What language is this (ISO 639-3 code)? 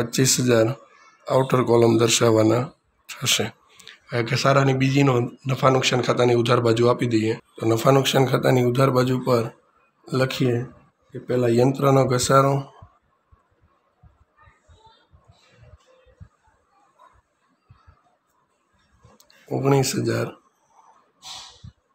guj